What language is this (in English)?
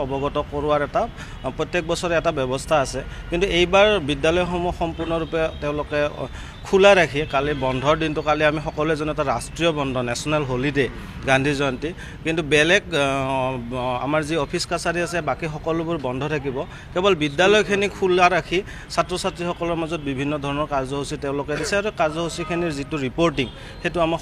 Assamese